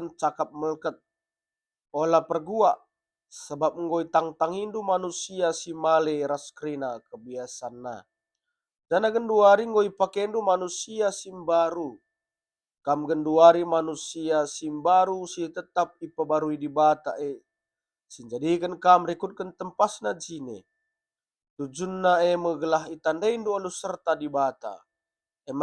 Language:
Batak Karo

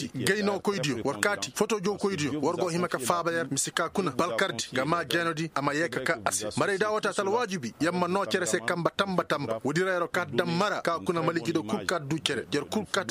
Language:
Koyraboro Senni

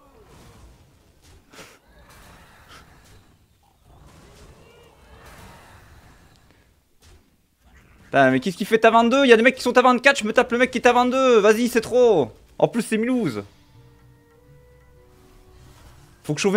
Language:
French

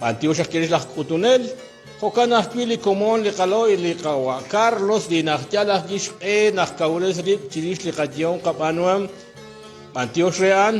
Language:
Kekchí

